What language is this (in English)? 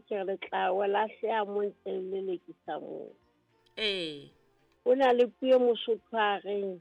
Southern Sotho